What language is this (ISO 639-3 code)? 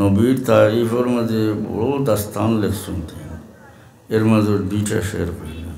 syl